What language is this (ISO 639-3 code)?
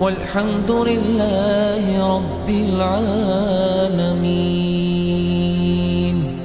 inh